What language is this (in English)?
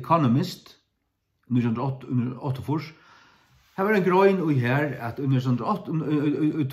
Faroese